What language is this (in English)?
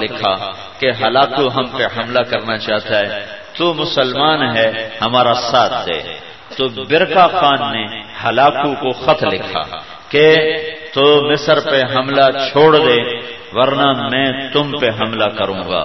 Urdu